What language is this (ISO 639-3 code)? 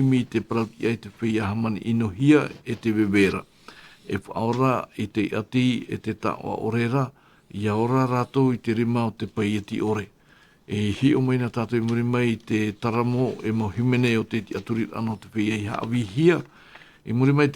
tah